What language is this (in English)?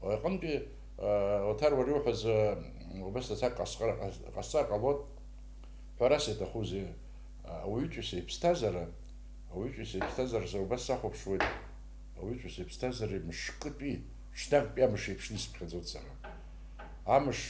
Abkhazian